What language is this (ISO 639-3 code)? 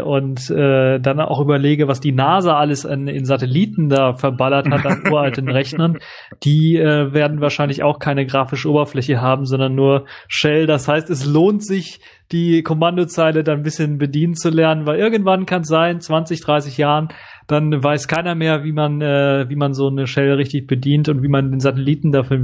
deu